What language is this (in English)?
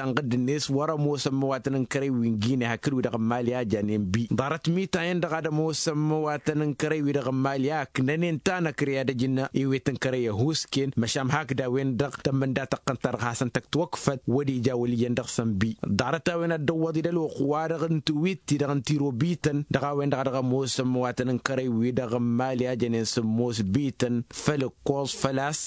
Tamasheq